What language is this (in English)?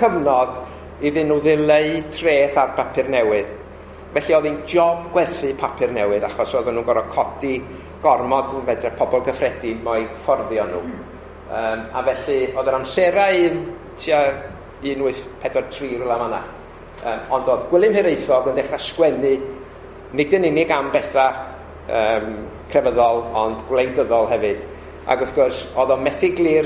Welsh